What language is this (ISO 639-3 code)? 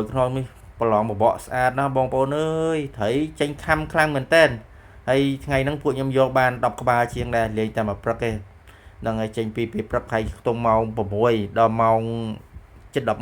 khm